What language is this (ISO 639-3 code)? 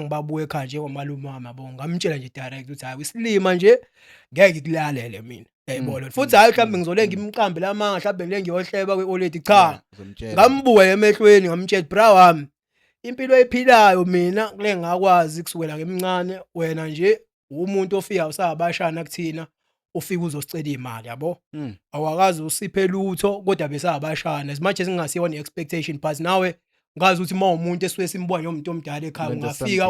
zul